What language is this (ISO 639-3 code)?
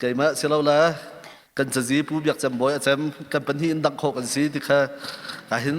cnh